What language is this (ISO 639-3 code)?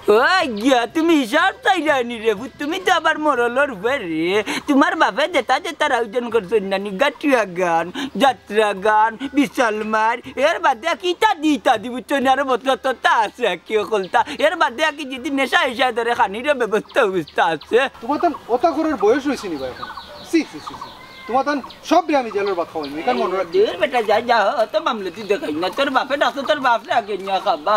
syl